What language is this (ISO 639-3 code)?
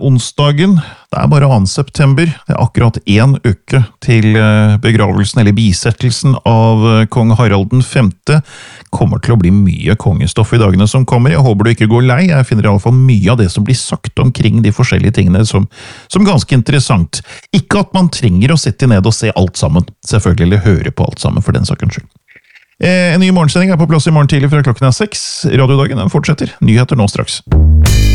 nor